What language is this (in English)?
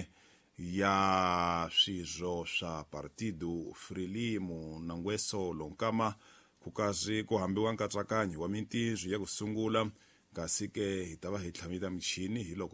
Tsonga